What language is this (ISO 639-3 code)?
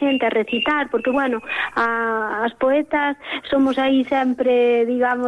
glg